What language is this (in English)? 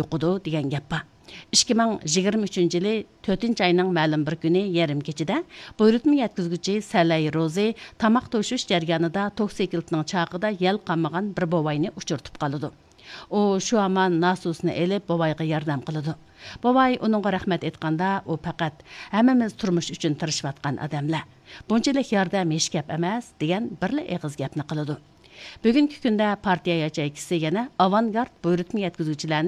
Uyghur